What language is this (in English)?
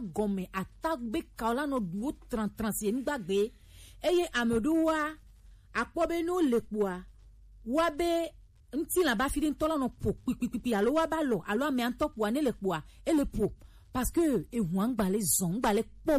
Gen